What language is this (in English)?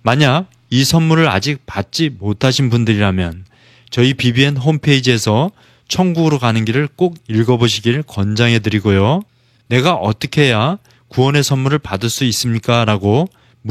Korean